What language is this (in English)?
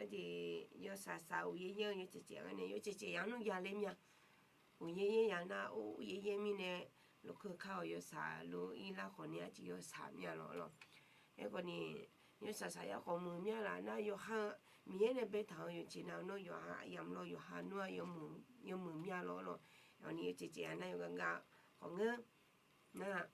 Akha